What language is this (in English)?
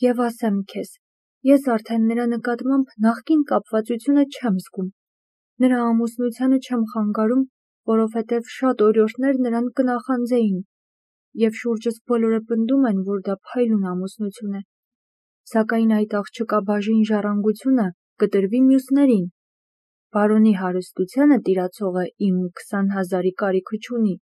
Armenian